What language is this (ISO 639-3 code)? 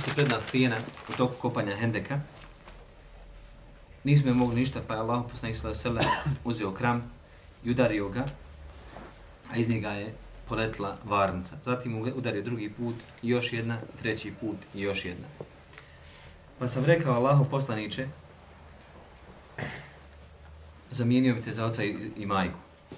bos